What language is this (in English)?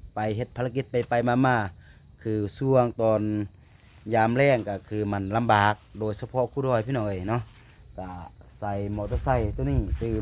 Lao